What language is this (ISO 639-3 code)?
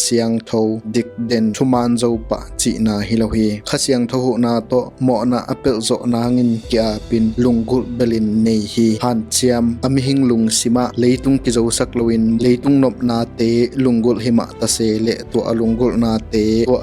ctd